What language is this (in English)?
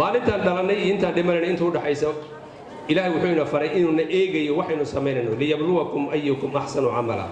Somali